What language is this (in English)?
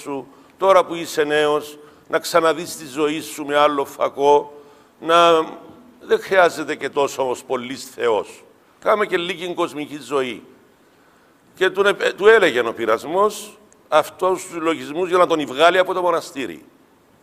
Greek